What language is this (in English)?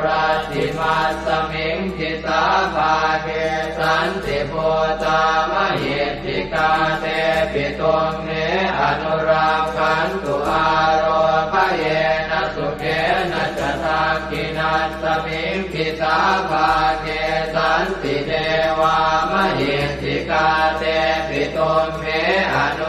Pali